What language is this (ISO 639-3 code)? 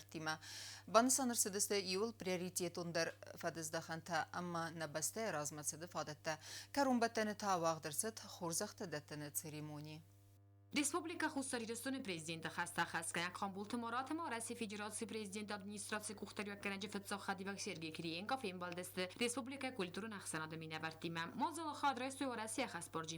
oss